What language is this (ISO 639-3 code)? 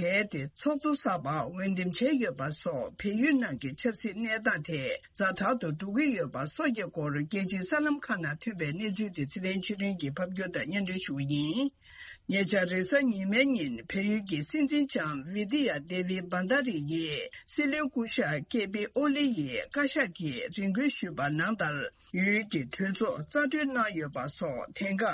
bod